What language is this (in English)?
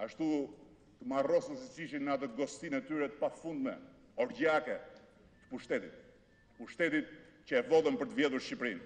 Albanian